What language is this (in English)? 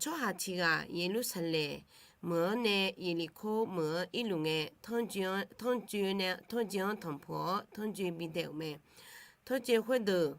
Akha